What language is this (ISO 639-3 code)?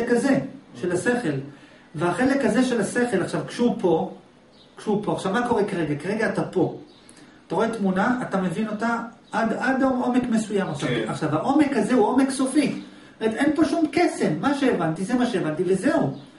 heb